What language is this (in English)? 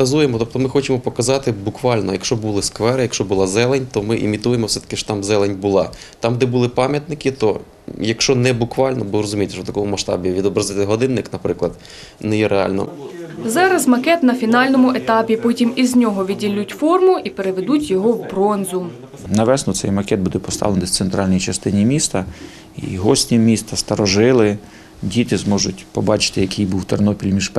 Ukrainian